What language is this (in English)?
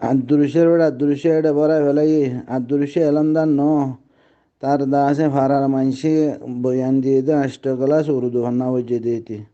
Rohingya